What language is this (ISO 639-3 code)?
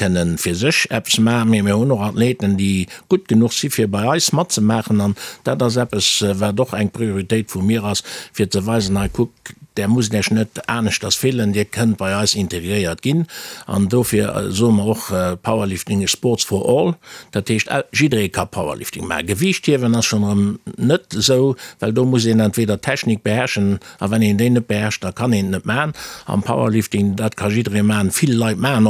ltz